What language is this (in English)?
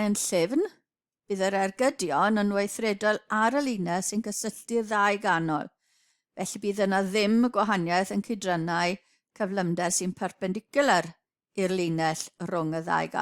Welsh